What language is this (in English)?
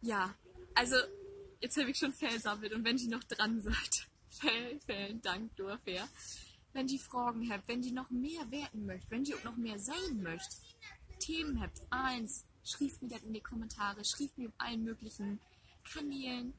Low German